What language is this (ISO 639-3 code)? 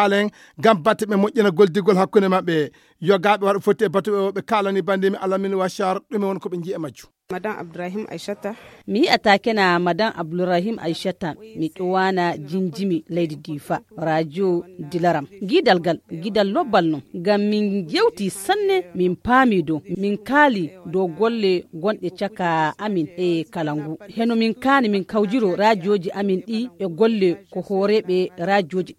ful